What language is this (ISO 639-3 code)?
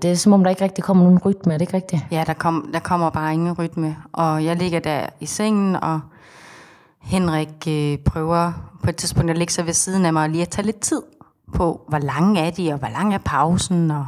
dan